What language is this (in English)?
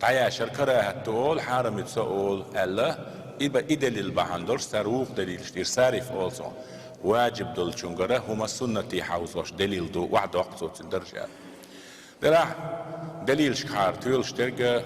Chechen